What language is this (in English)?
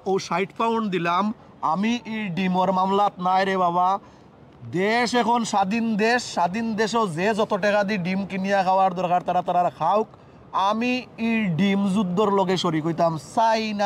Sylheti